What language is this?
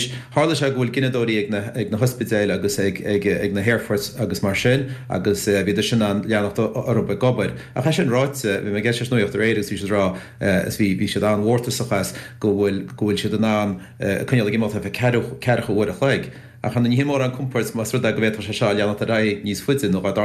Irish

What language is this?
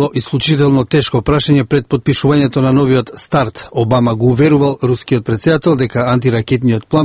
Macedonian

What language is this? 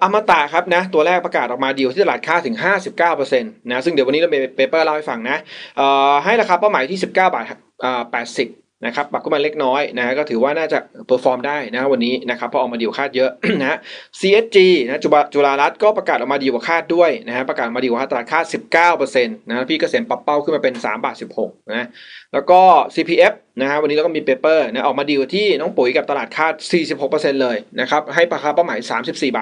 Thai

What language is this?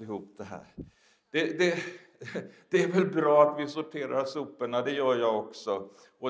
Swedish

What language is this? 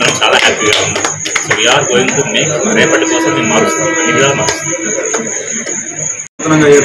Telugu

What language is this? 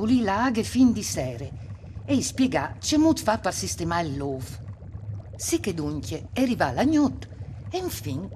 Friulian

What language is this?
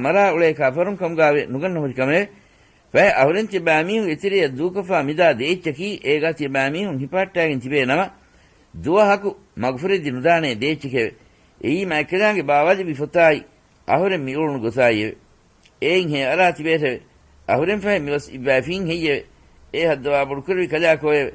Divehi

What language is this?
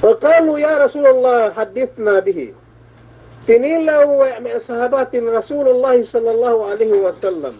Yakan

